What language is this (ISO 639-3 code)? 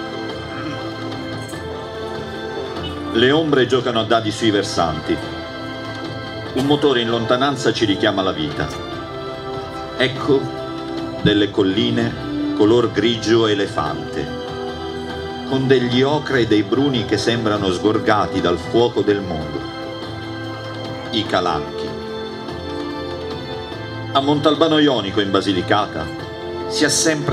ita